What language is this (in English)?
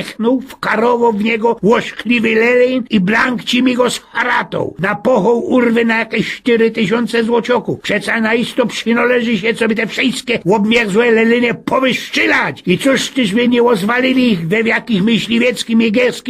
Silesian